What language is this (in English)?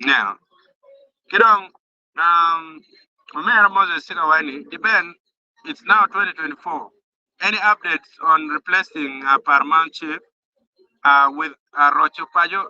Acoli